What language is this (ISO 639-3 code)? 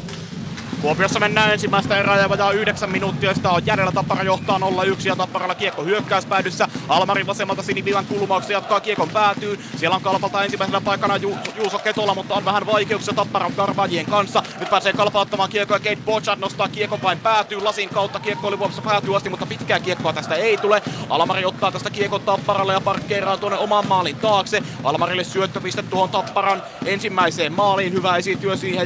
fin